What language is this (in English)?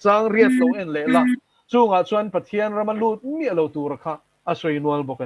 Mizo